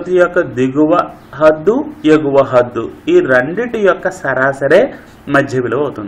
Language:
Telugu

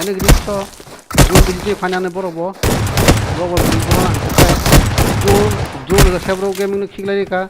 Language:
Kok Borok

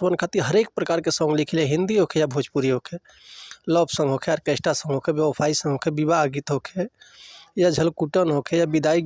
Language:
Bhojpuri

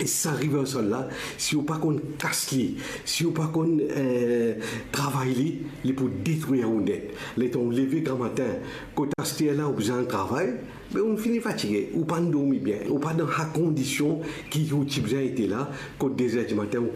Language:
Morisyen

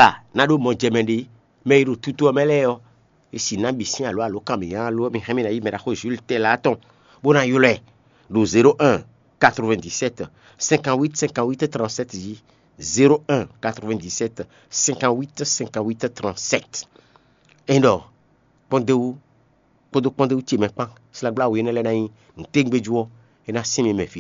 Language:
Fon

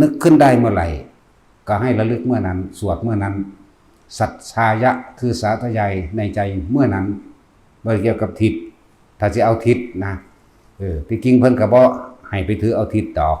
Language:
Northeastern Thai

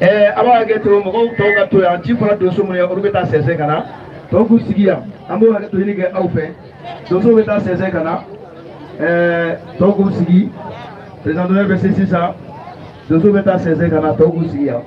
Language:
Bambara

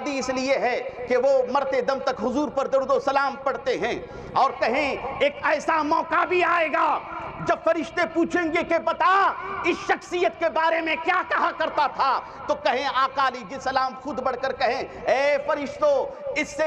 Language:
Urdu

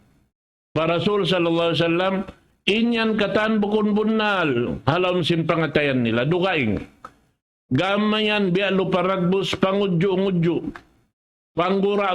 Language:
Tausug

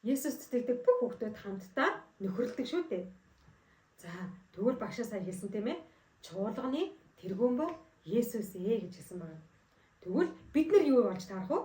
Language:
Mongolian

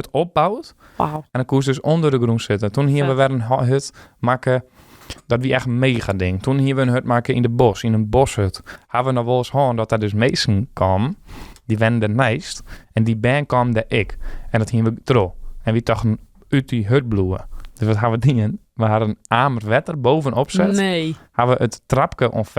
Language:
Western Frisian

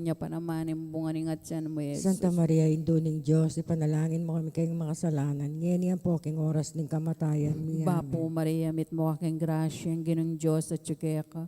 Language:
Pampanga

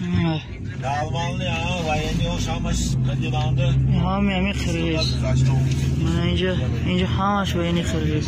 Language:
Tajik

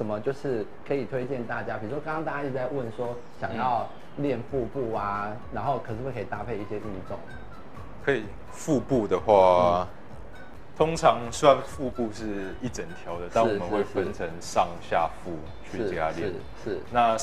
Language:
Chinese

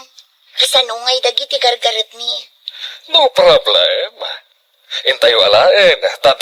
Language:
Iloko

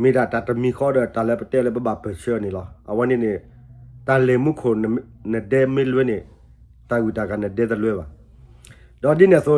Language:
S'gaw Karen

